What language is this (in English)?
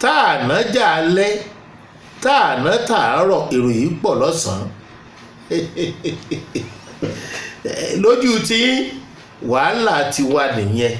Yoruba